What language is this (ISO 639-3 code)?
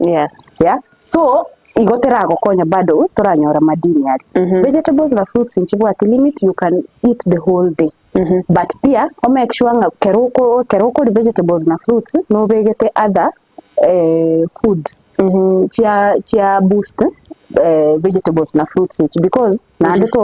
guz